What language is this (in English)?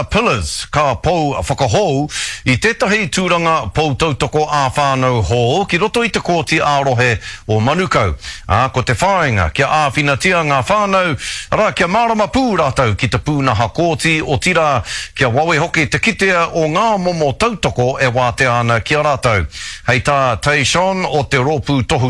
Māori